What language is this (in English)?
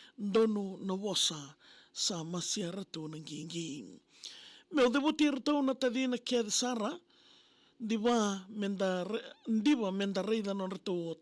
Fijian